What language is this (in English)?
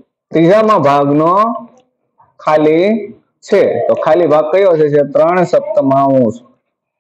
Gujarati